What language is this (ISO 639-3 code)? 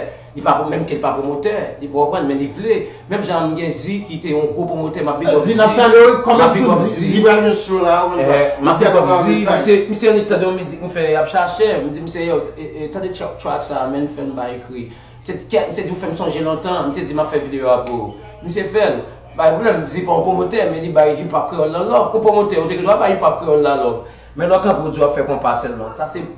hat